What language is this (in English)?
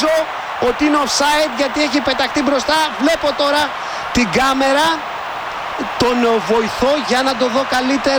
Greek